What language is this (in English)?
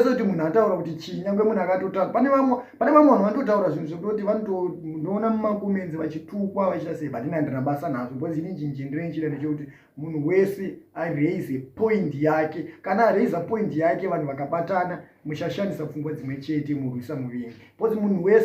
Shona